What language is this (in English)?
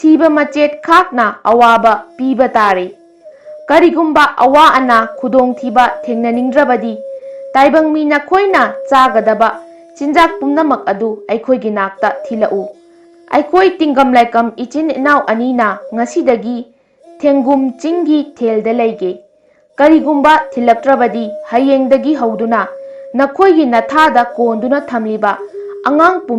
Manipuri